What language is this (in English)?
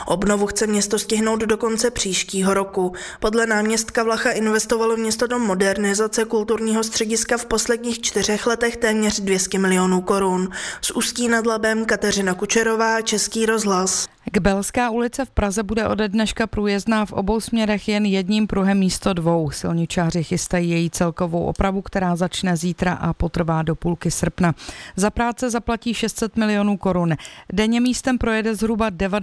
Czech